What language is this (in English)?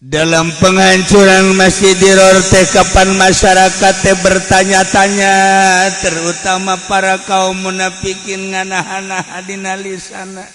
Sundanese